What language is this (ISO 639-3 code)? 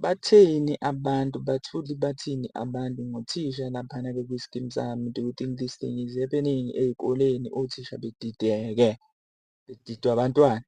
zul